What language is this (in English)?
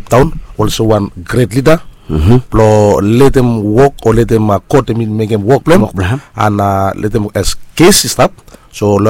Bislama